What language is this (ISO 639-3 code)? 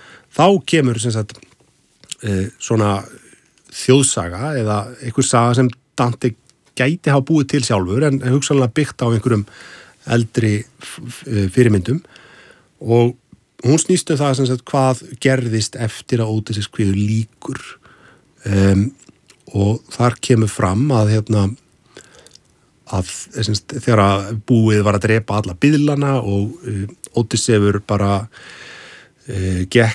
isl